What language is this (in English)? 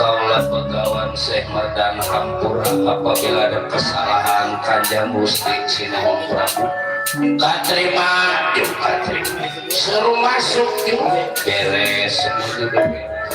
Betawi